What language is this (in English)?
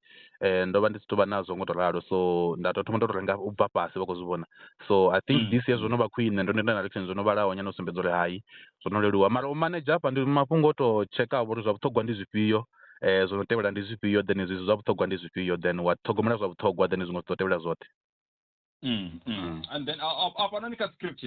Venda